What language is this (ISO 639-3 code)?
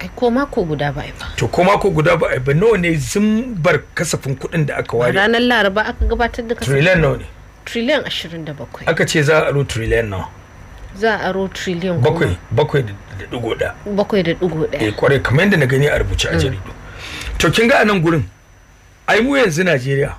hau